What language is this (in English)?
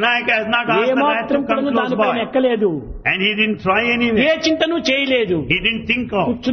Telugu